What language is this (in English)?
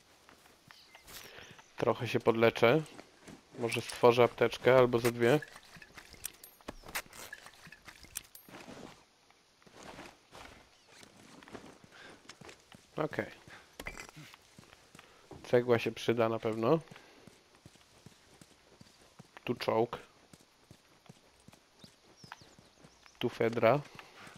Polish